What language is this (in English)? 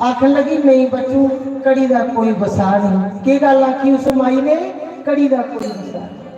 Dogri